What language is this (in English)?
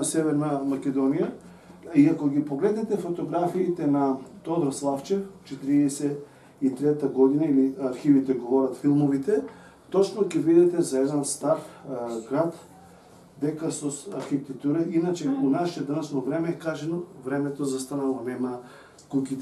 Macedonian